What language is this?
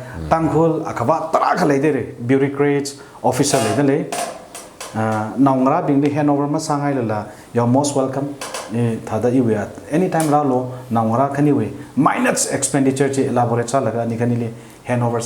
Tangkhul Naga (India)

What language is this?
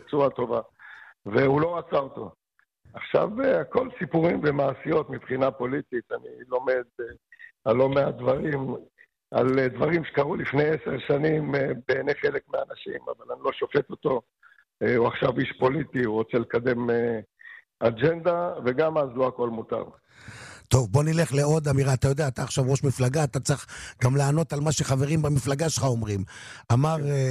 Hebrew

